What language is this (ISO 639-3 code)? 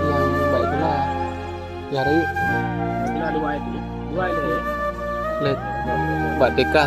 ace